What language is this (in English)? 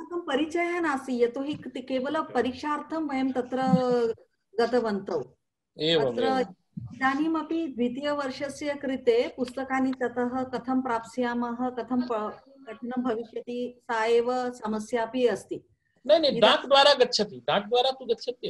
Sanskrit